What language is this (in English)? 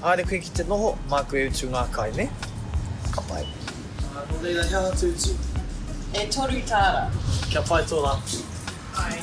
Māori